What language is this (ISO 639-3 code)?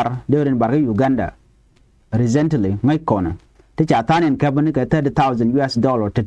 nus